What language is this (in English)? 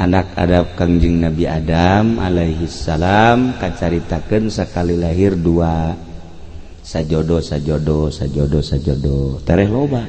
Sundanese